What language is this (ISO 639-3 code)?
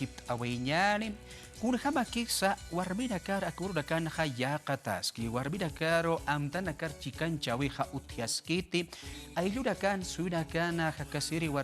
aym